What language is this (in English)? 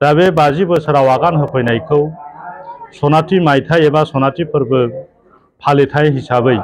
Bodo